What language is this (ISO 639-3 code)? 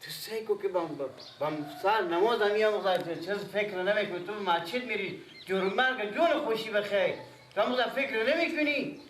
fas